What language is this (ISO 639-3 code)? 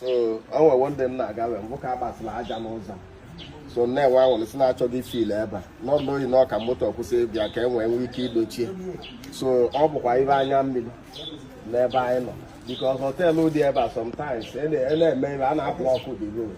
ibo